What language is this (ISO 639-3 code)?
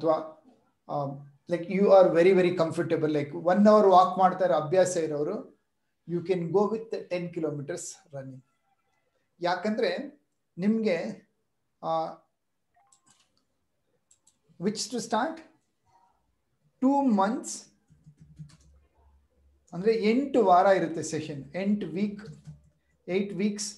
kan